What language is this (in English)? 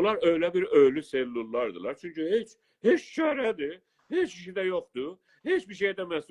South Azerbaijani